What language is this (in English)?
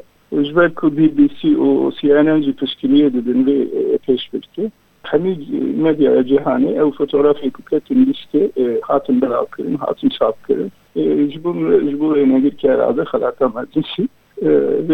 Kurdish